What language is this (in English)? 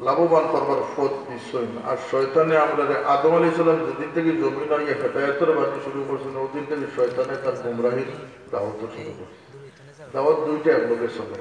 Sylheti